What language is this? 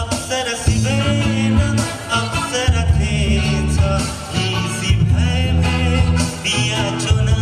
Newari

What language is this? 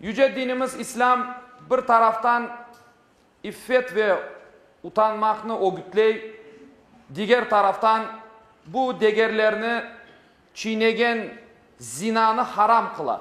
Crimean Tatar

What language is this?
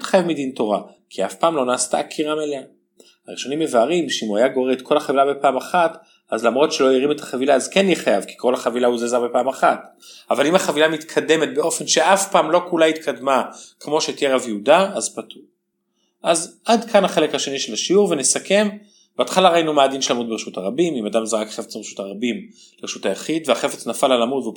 Hebrew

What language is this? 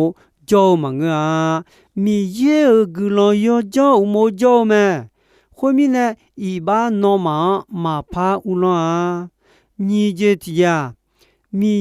Akha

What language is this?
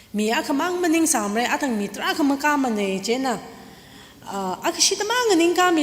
Tangkhul Naga (India)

